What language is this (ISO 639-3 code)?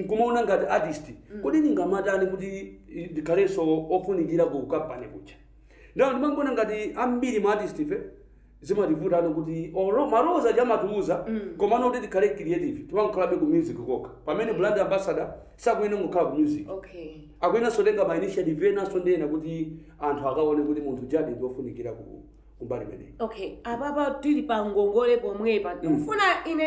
nya